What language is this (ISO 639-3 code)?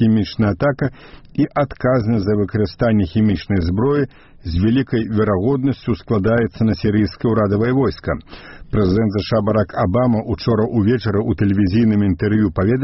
bel